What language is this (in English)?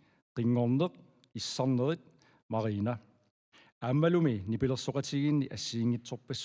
Kalaallisut